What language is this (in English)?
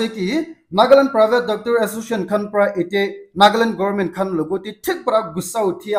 Naga Pidgin